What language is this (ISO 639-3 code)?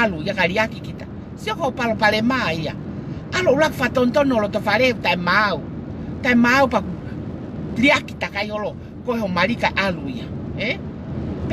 ton